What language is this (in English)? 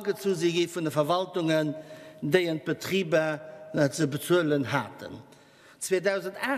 Luxembourgish